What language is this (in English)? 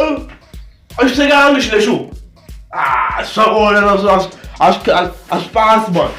Tsonga